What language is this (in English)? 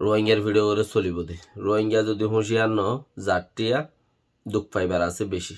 Rohingya